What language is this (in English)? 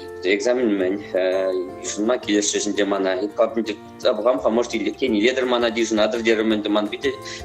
Chuvash